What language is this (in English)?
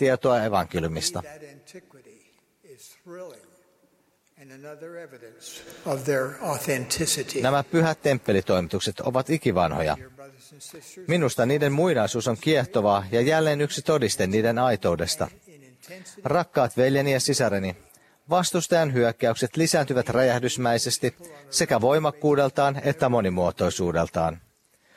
Finnish